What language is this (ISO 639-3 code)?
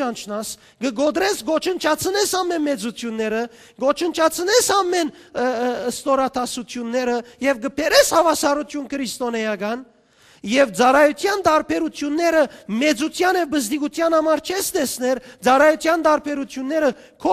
hyw